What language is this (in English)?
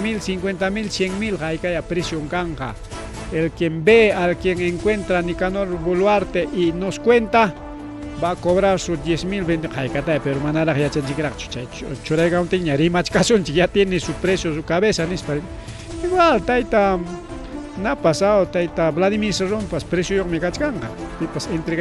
Ayacucho Quechua